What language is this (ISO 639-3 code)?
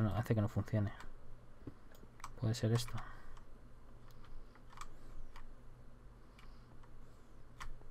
spa